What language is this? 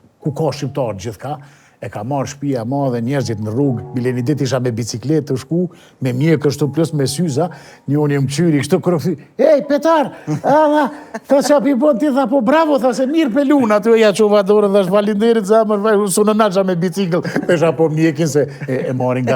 Albanian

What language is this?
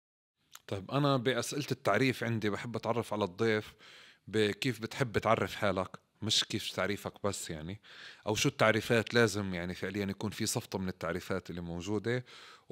North Levantine Arabic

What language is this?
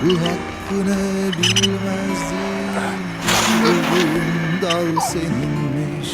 Turkmen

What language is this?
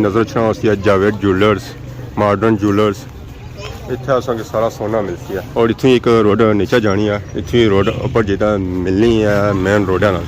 Pahari-Potwari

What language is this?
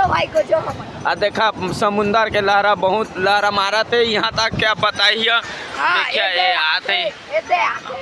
Chhattisgarhi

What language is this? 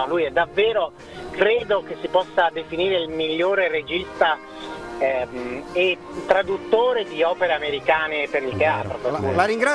Italian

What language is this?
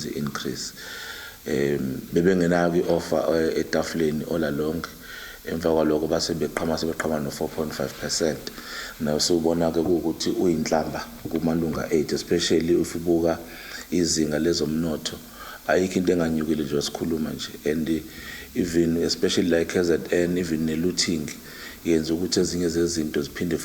Zulu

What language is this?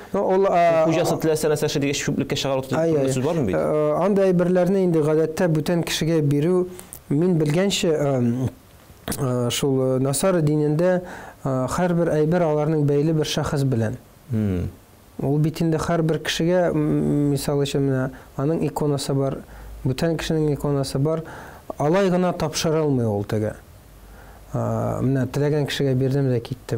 Tatar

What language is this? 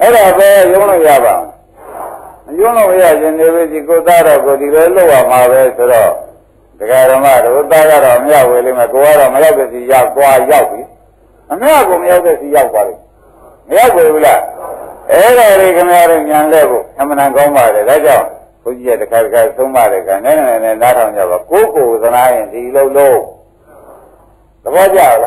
Burmese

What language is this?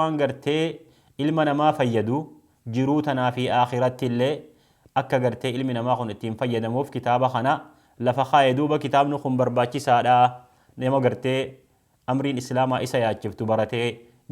Oromo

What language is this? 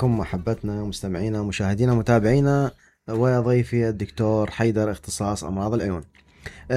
Mesopotamian Arabic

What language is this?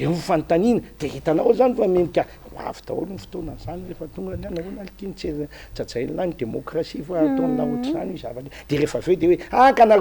Malagasy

